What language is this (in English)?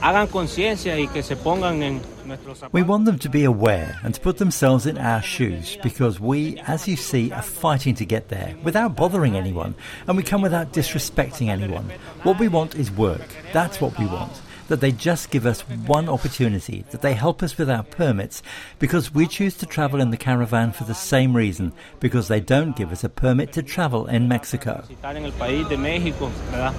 Kurdish